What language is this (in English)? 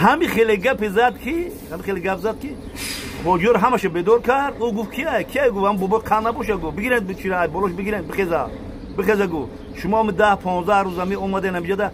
Tajik